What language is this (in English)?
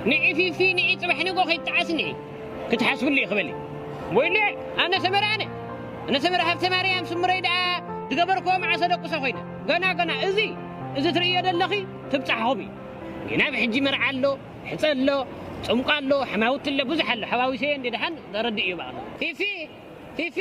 Tigrinya